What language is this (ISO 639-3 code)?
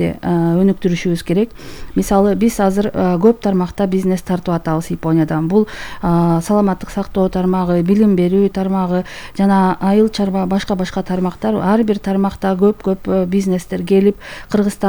kir